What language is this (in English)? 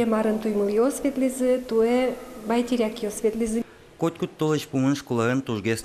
Udmurt